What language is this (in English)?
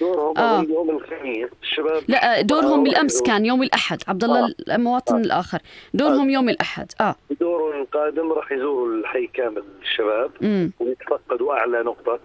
North Levantine Arabic